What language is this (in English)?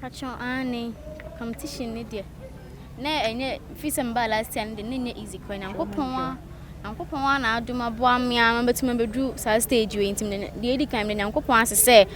Akan